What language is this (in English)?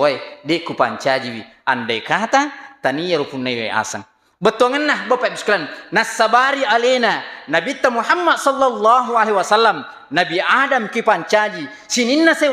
Buginese